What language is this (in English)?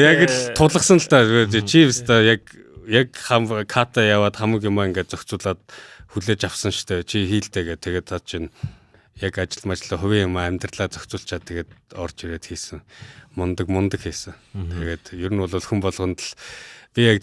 Mongolian